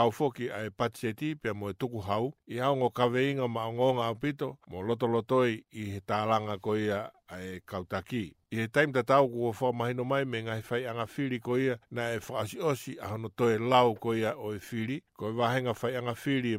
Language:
Tongan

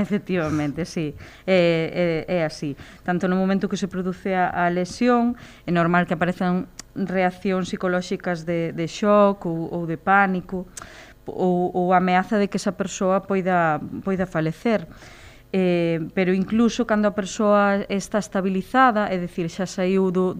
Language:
Galician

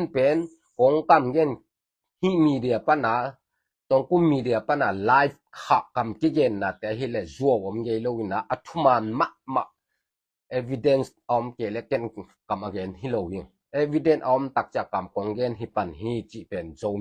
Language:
Tedim Chin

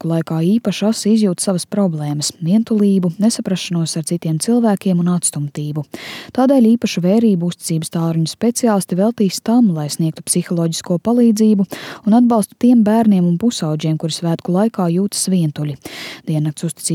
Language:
Latvian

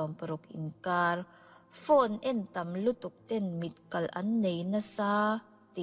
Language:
Mizo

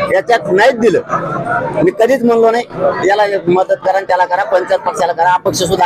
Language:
Marathi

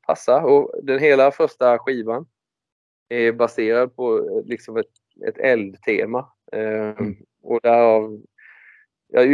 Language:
Swedish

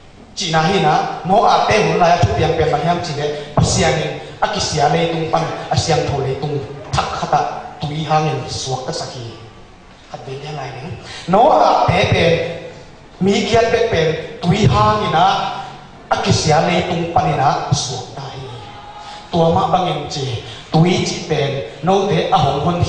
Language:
Tedim Chin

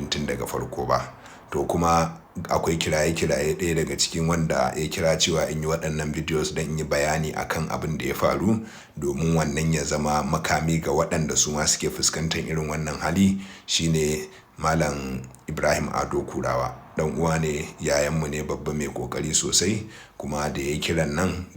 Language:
Hausa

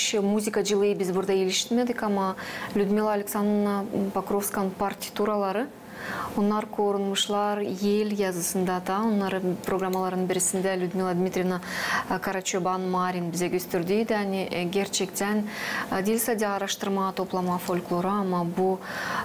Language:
Gagauz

